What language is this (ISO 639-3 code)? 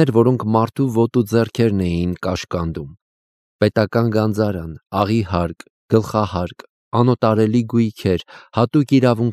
hye